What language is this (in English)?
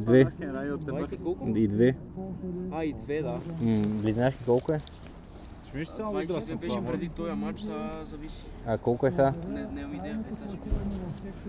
Bulgarian